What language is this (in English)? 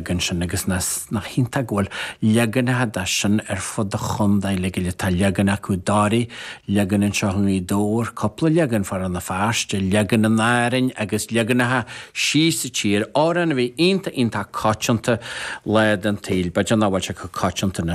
Irish